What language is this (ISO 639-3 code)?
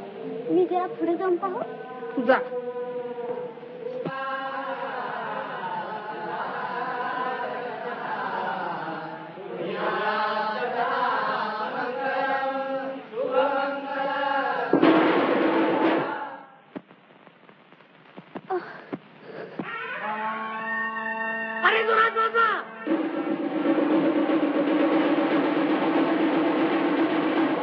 mar